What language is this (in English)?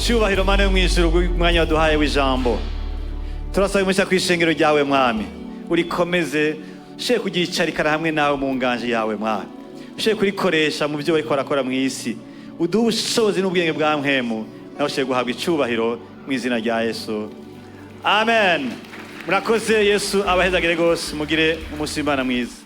Rundi